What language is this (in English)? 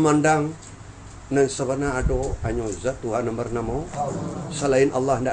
Minangkabau